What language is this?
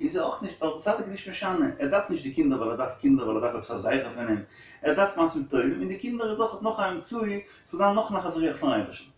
Yiddish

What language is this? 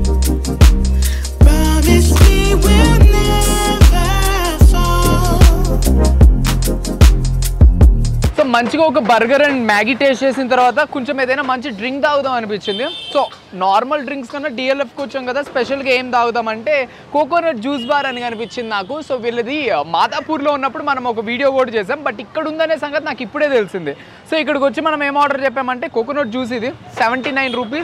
Telugu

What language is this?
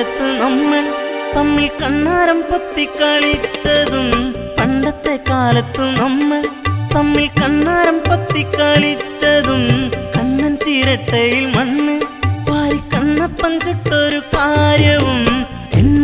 Malayalam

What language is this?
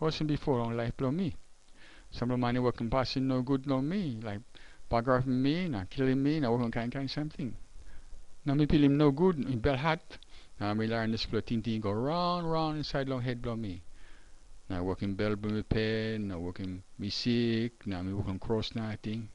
Tok Pisin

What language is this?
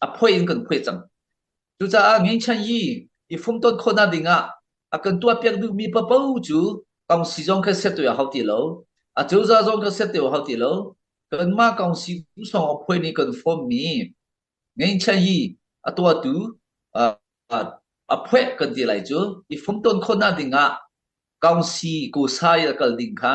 Hakha Chin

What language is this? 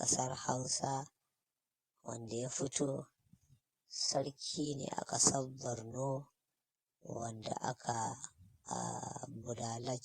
Hausa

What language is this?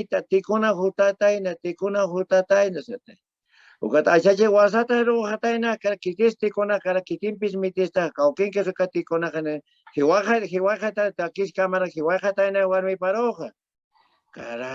Aymara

